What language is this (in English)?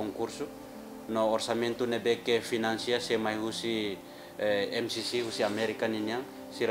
Tetum